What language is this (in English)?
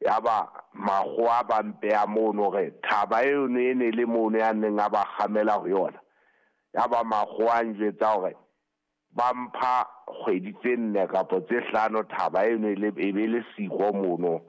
Southern Sotho